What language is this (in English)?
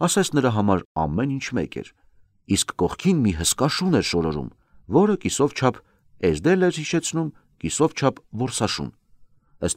Armenian